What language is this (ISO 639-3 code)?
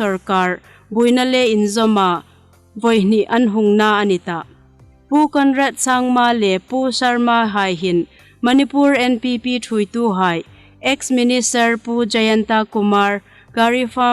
hmr